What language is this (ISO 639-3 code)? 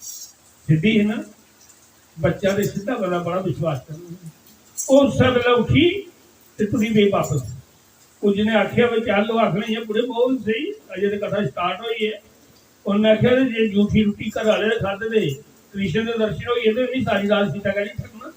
doi